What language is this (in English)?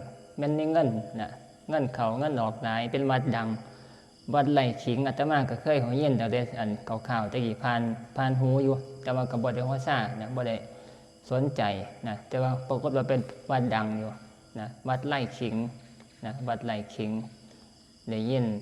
Northeastern Thai